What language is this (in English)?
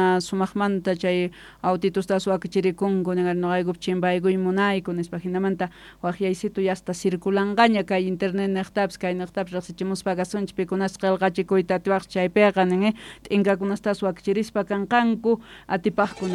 South Bolivian Quechua